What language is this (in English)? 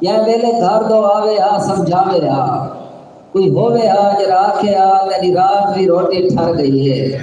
Saraiki